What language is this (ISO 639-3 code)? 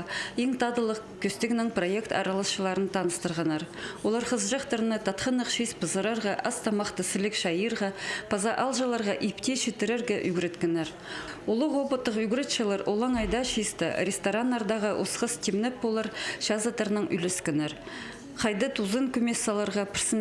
kjh